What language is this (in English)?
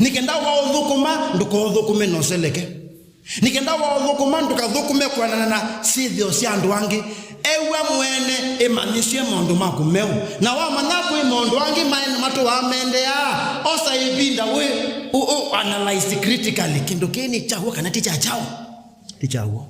Kamba